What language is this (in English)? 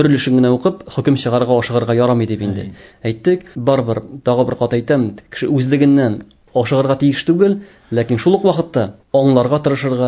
Tatar